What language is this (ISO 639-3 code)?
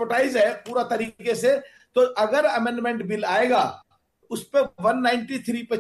hin